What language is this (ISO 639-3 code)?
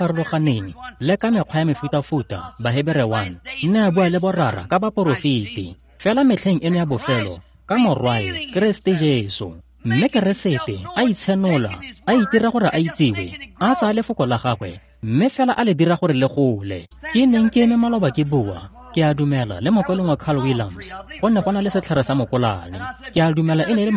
tsn